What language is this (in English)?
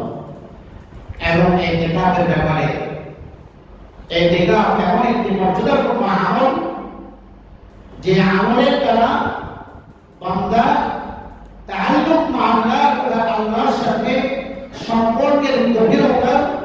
Bangla